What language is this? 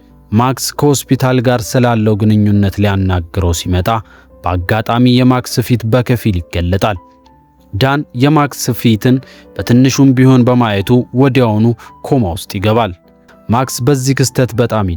Amharic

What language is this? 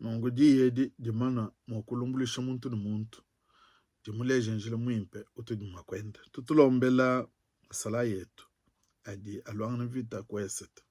Luba-Lulua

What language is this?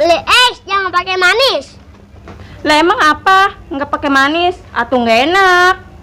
Betawi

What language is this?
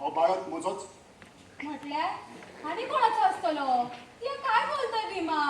Konkani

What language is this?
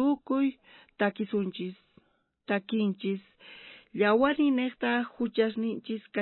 South Bolivian Quechua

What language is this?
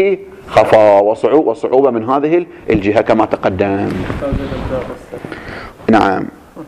Arabic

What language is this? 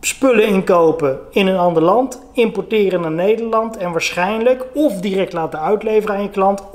Dutch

